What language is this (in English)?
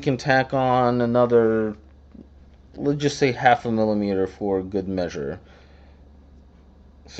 English